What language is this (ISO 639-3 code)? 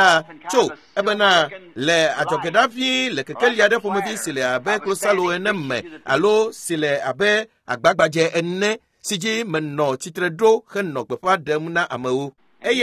ewe